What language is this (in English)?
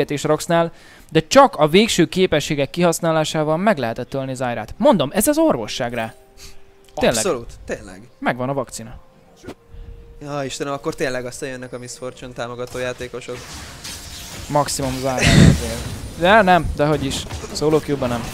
Hungarian